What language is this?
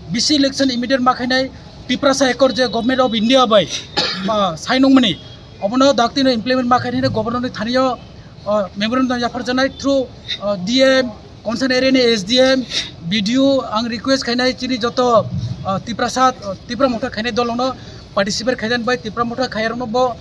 Kok Borok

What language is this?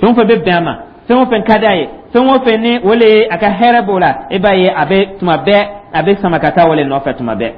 Dyula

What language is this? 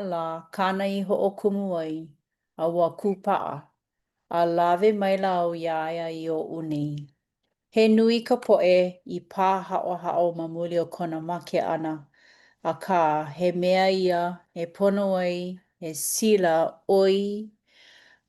Hawaiian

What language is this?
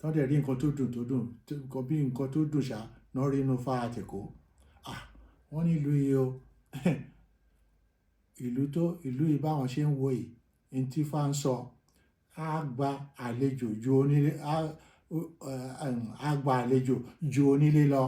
Yoruba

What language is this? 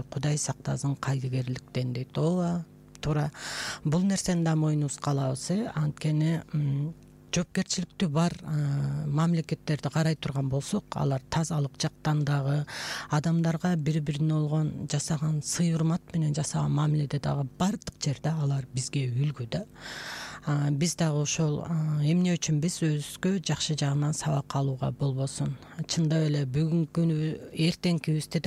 Kyrgyz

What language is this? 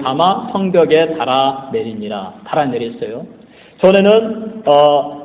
Korean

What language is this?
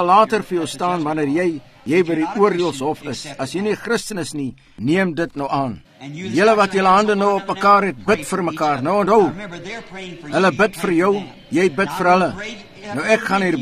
Afrikaans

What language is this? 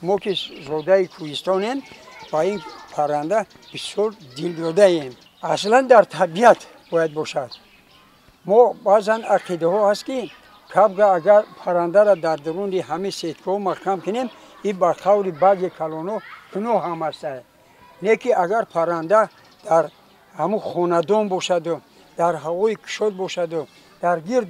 Tajik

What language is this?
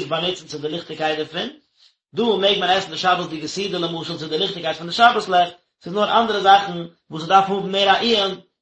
Yiddish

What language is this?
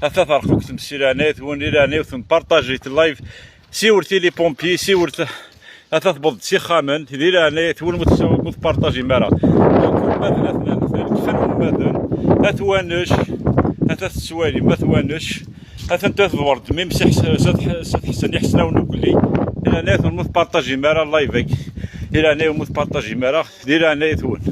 Kabyle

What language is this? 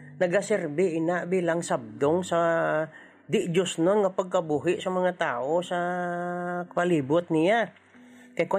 Hiligaynon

